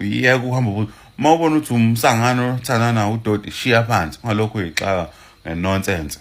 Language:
Zulu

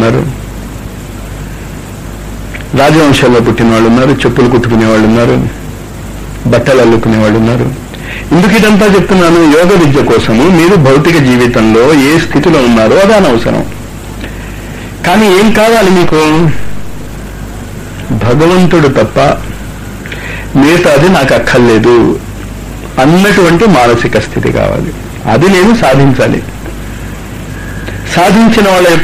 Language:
Telugu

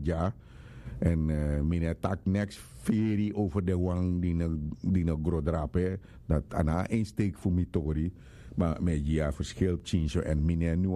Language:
Sranan Tongo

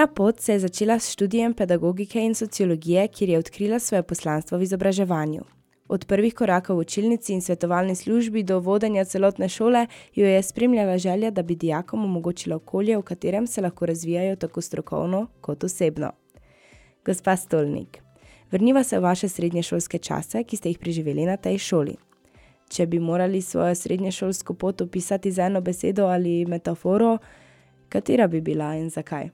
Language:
Slovenian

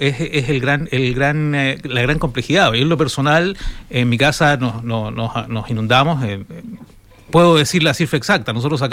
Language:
Spanish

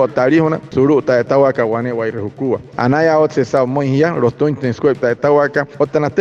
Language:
Wayuu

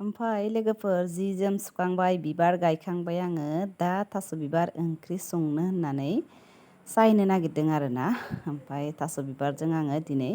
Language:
Bodo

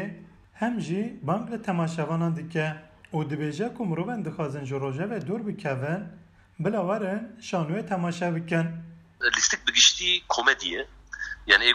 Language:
Kurdish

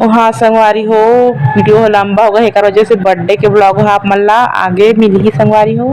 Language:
Chhattisgarhi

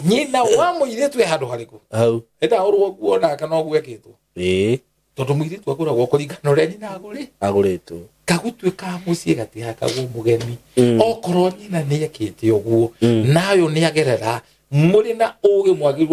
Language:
Kikuyu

